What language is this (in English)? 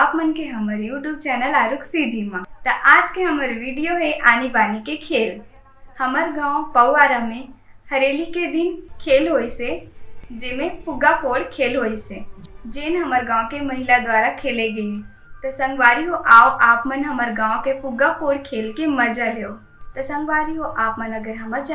Chhattisgarhi